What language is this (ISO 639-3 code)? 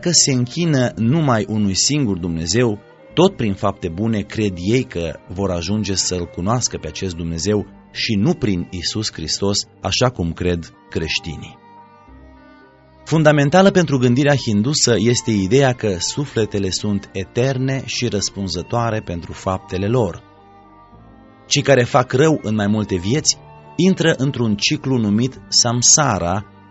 ron